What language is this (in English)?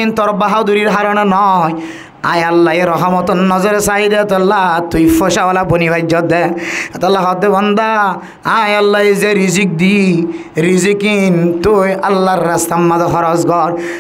Rohingya